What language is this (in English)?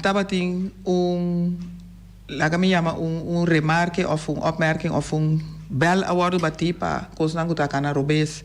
Papiamento